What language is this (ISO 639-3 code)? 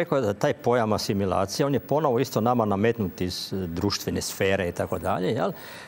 hrv